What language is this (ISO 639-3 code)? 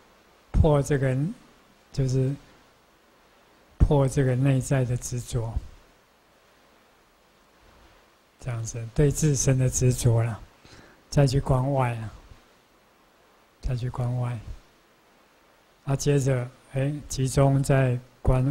zho